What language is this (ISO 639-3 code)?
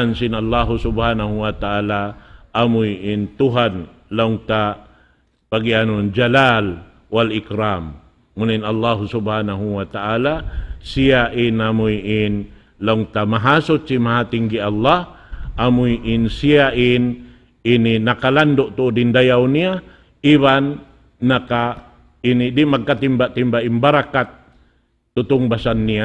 tsg